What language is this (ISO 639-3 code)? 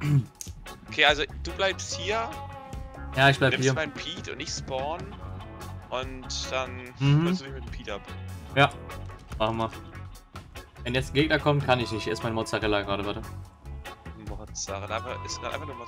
deu